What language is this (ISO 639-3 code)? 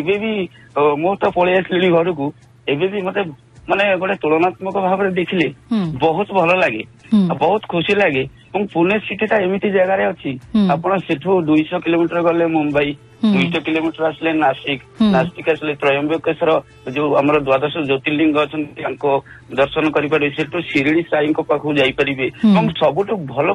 ori